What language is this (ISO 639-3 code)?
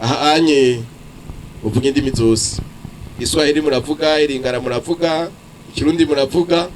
run